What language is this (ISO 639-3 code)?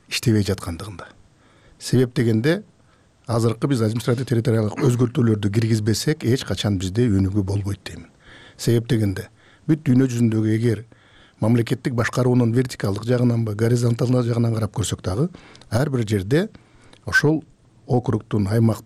kir